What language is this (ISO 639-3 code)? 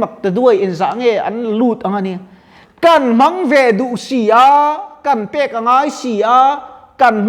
lus